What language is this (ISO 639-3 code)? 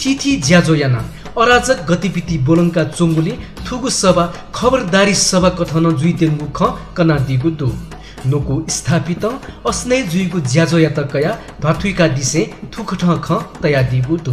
new